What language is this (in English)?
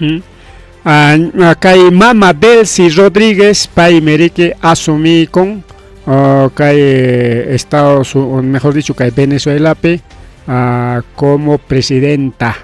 Ayacucho Quechua